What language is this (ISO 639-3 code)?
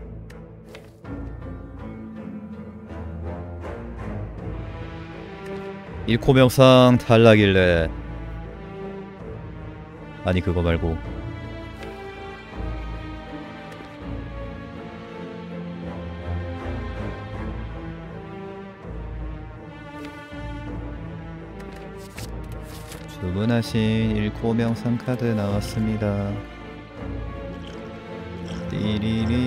kor